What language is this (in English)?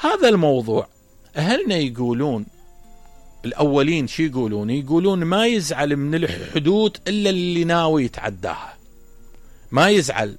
Mesopotamian Arabic